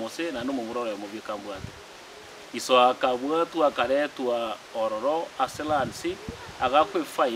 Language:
Gusii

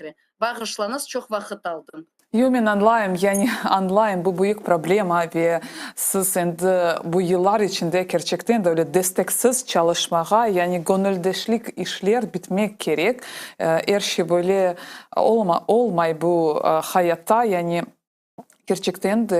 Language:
Crimean Tatar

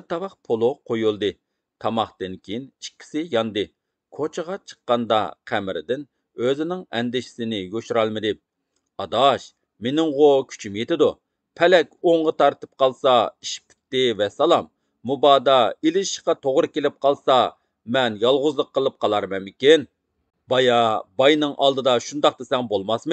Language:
Uyghur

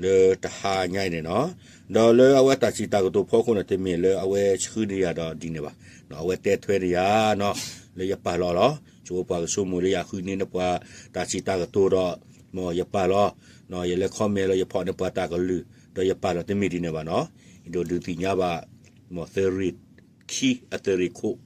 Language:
S'gaw Karen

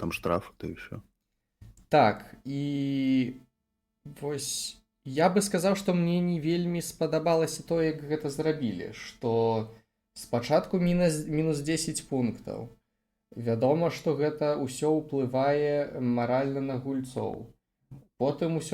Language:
Belarusian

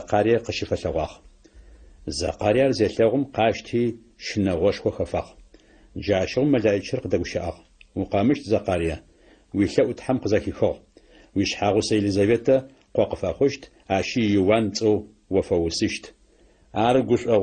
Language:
Adyghe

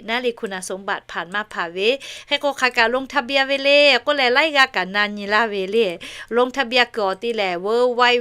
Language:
Lahu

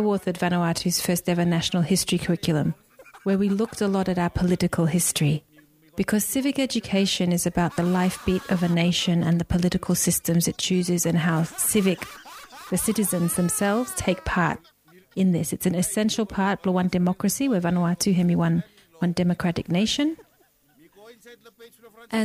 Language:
English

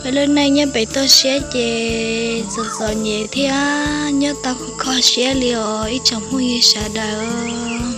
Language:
Hmong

